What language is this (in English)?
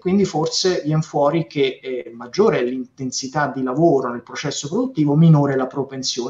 Italian